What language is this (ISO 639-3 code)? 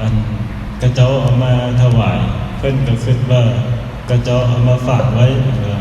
tts